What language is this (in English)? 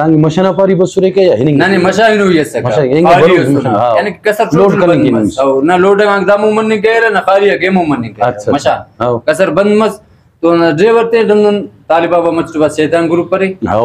Brahui